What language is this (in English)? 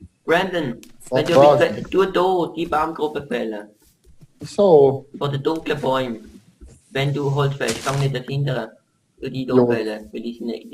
Swiss German